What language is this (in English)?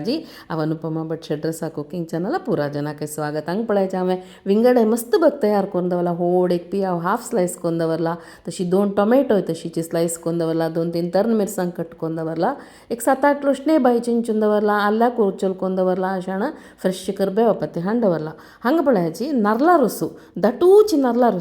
Konkani